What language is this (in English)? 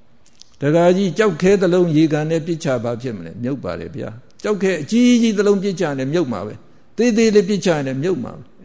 Burmese